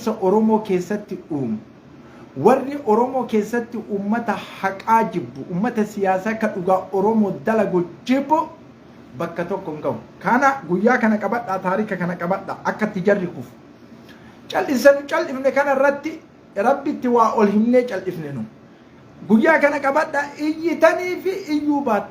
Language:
Oromo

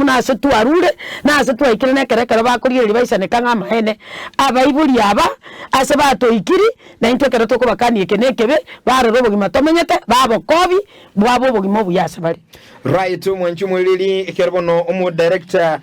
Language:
Gusii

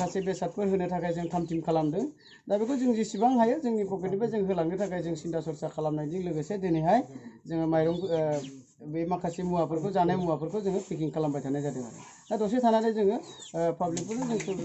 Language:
Bodo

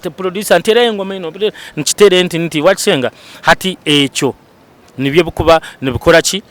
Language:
Nyankole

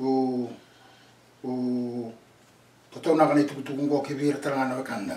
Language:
Fijian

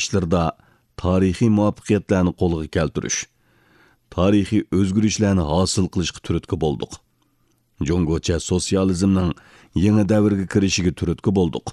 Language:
Uyghur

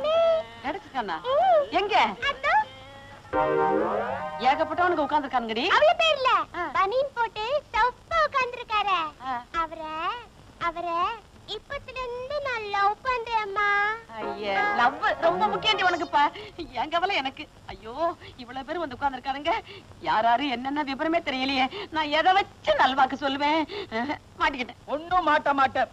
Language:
Tamil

